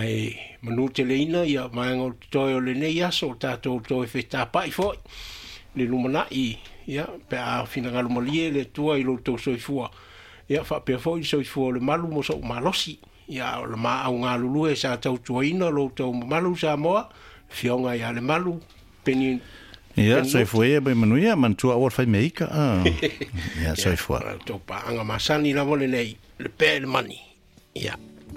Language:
Samoan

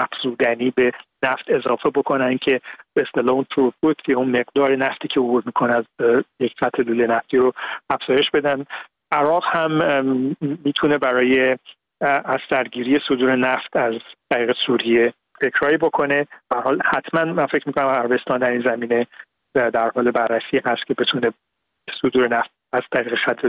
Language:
Persian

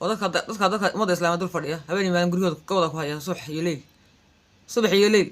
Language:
Somali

